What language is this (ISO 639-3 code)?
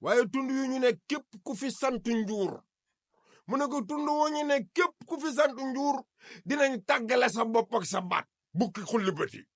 wol